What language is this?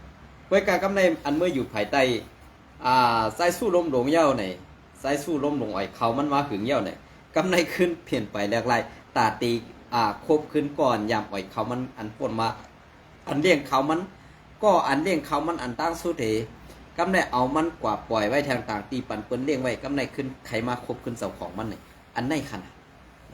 Shan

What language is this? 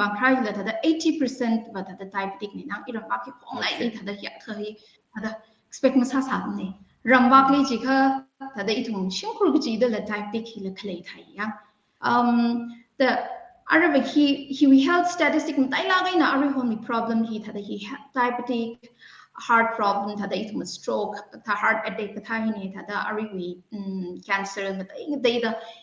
Tangkhul Naga (India)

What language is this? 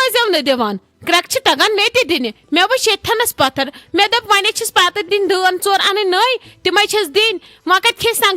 Kashmiri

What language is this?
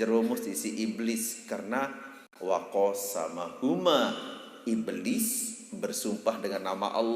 Sasak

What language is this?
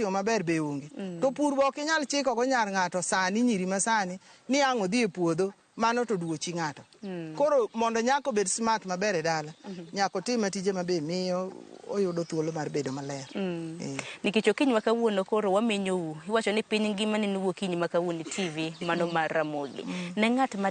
Luo (Kenya and Tanzania)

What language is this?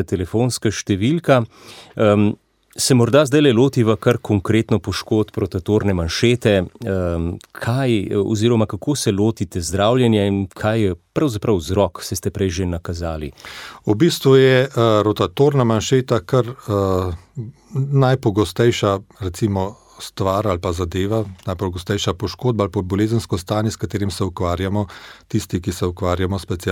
Slovenian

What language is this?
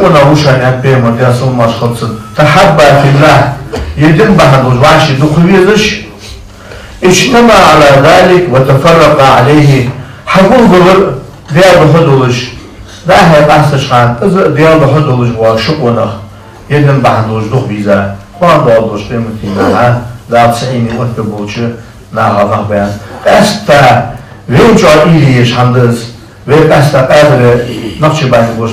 Ingush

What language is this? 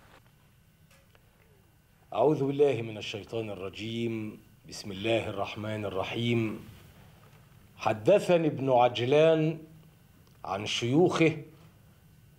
Arabic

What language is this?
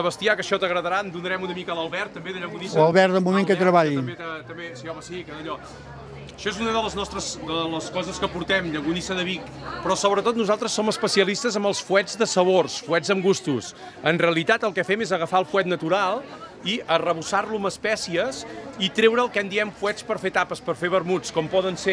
Catalan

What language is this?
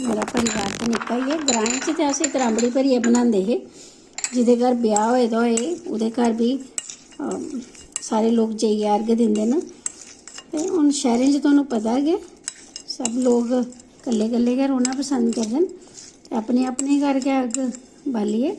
Dogri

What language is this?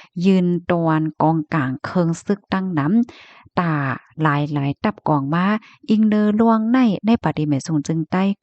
Shan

